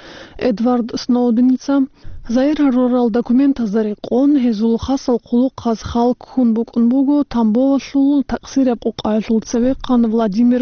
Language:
Avaric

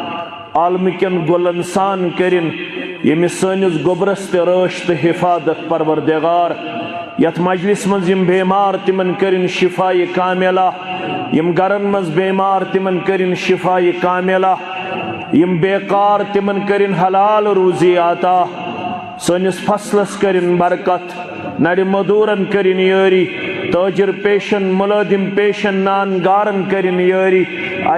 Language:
Kashmiri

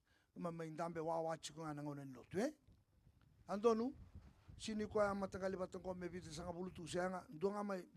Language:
Fijian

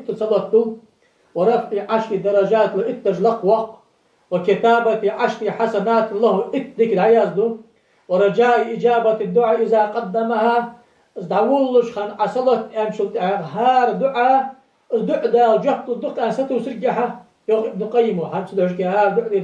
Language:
Ingush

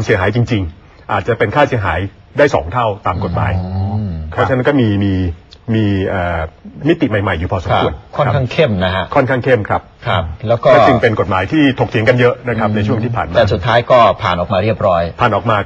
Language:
Thai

